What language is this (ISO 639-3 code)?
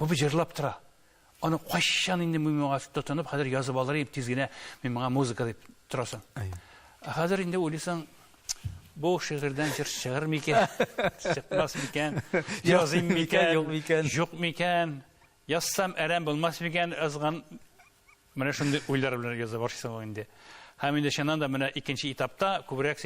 tat